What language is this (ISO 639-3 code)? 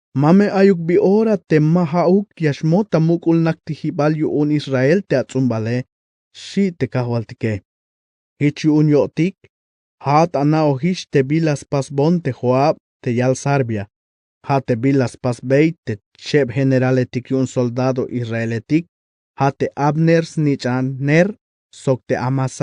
tzh